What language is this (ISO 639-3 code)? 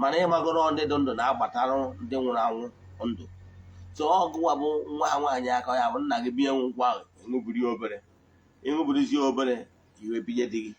ibo